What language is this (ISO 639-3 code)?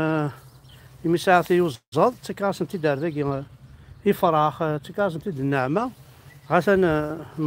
kab